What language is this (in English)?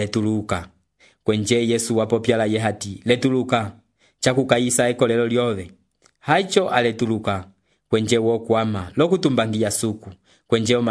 Umbundu